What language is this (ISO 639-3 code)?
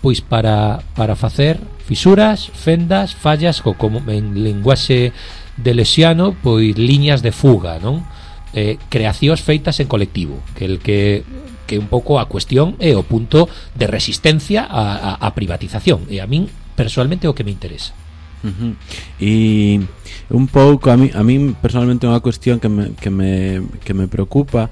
glg